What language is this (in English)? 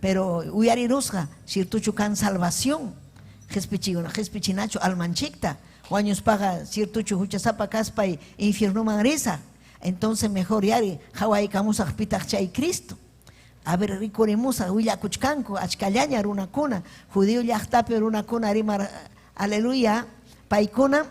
Ayacucho Quechua